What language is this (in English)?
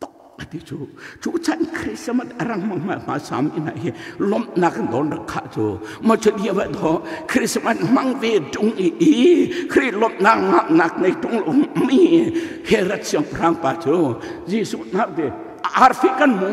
Hakha Chin